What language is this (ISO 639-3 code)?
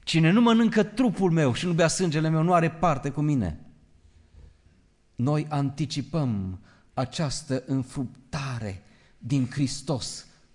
ron